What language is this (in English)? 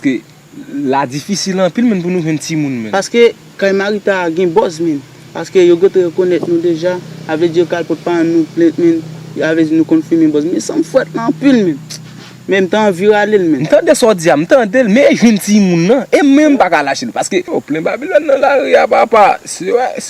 Haitian Creole